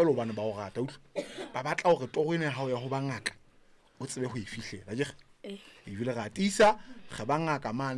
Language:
Southern Sotho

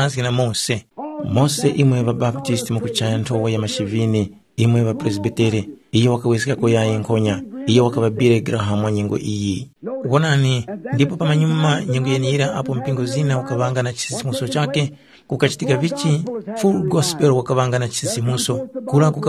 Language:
Tumbuka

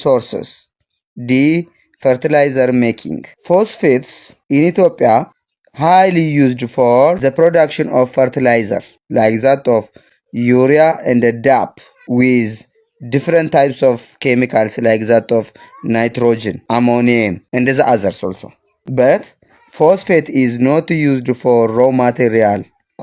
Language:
English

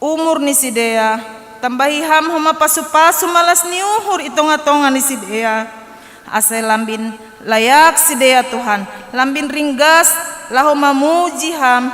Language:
Batak Simalungun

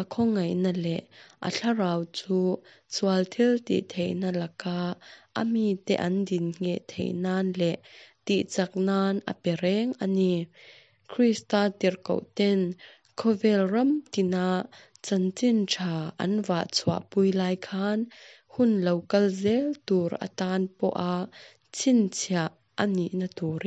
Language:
Hakha Chin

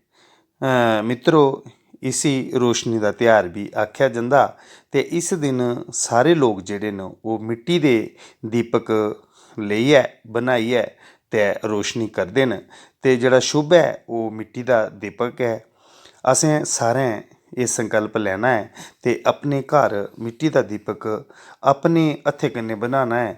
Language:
Dogri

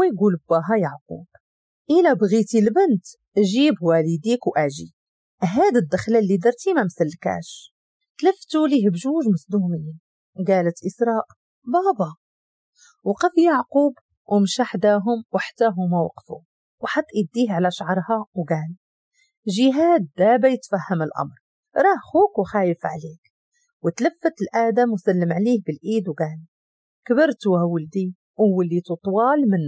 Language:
Moroccan Arabic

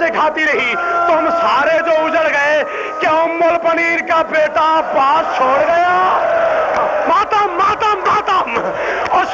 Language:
Urdu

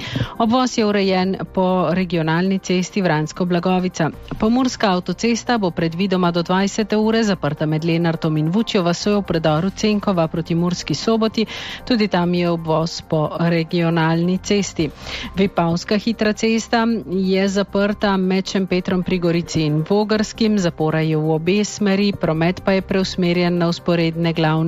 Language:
Slovenian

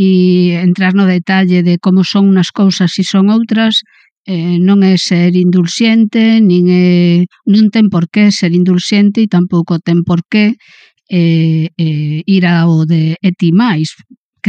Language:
Galician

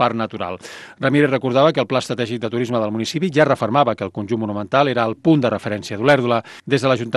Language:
Catalan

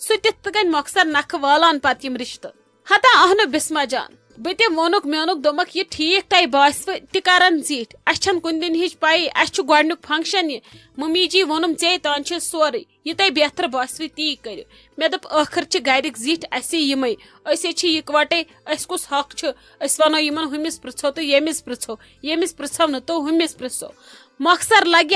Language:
Kashmiri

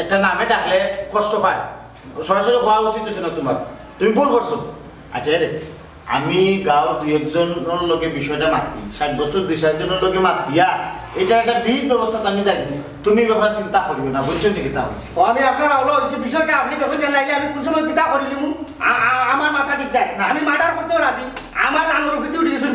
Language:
Sylheti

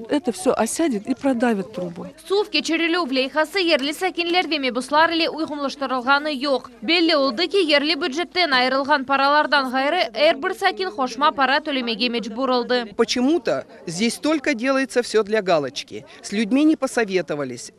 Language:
Crimean Tatar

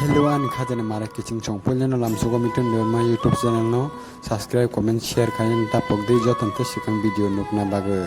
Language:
Kok Borok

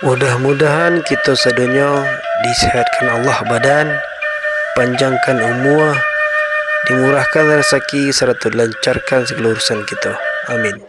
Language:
Minangkabau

